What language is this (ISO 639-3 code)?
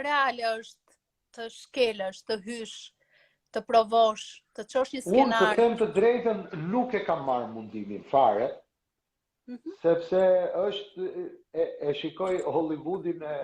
sqi